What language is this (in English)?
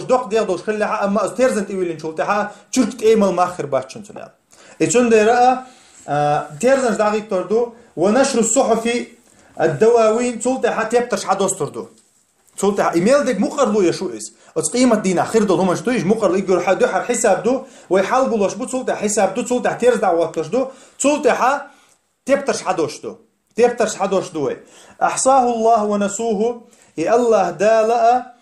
Chechen